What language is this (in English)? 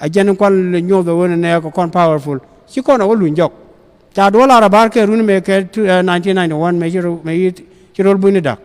Nuer